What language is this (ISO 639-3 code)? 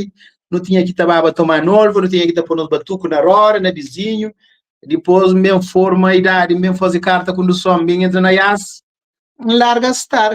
kea